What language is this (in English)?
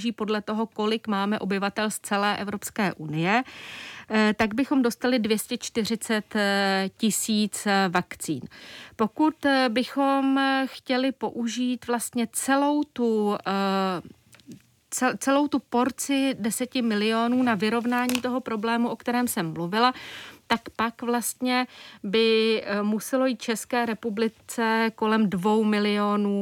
Czech